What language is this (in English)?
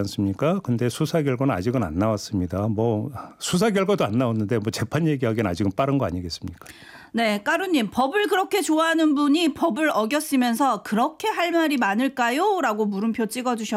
Korean